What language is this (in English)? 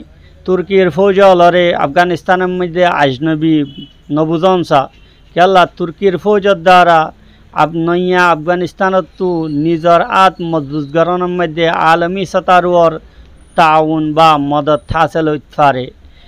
Rohingya